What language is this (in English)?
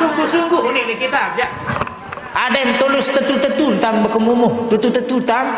Sasak